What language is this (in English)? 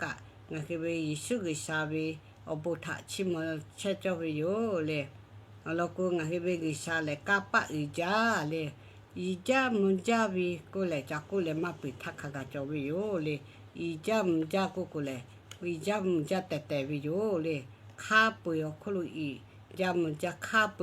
Lahu